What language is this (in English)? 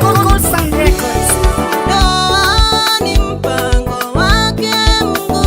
Gusii